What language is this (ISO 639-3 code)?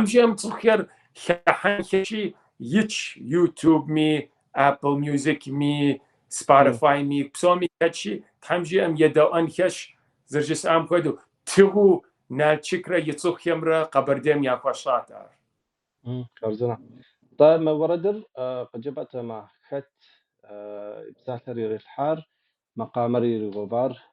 kbd